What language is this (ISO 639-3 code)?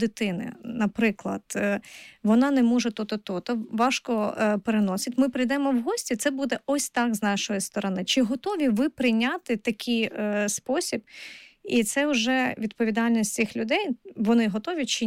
ukr